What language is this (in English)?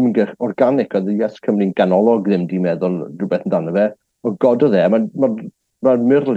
Welsh